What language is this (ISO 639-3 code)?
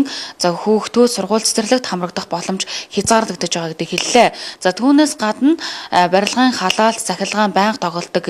mon